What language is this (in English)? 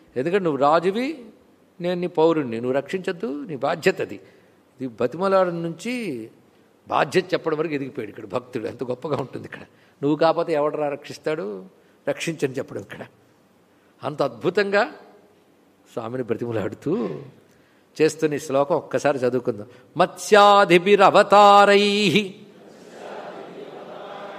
Telugu